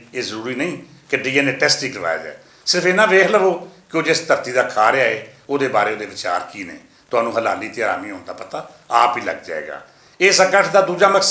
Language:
Western Panjabi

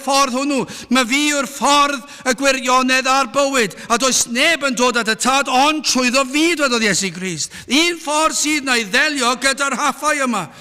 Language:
Welsh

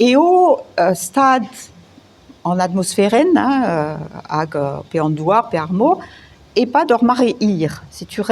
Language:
Breton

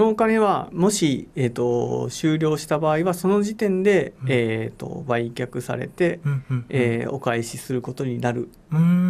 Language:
Japanese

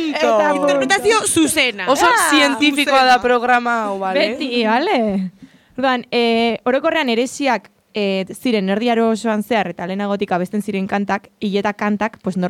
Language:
Basque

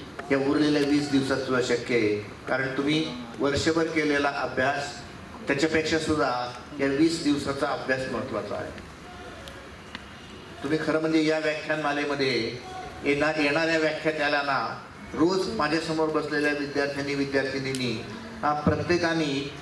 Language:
Marathi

